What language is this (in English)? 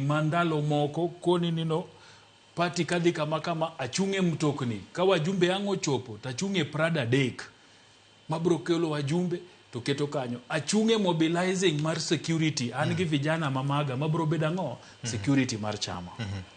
Luo (Kenya and Tanzania)